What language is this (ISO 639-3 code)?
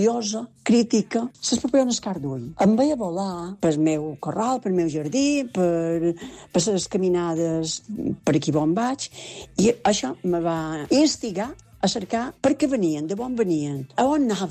cat